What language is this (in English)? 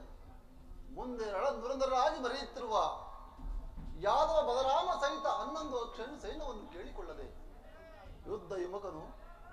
Kannada